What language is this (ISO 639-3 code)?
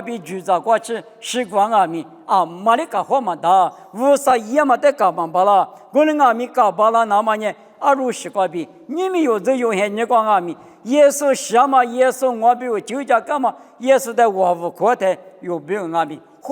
lis